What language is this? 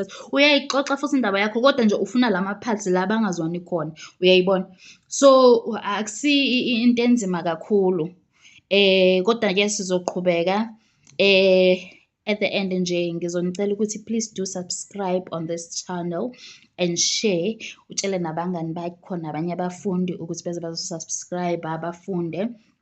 Zulu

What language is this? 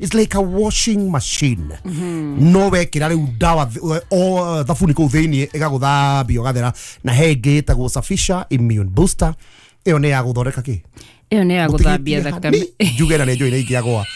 Kikuyu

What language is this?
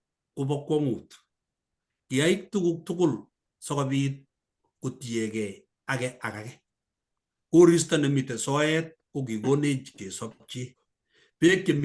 Kalenjin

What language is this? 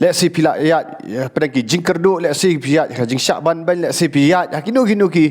Khasi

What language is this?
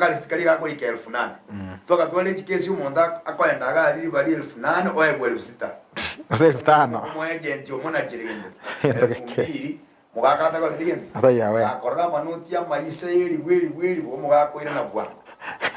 Gusii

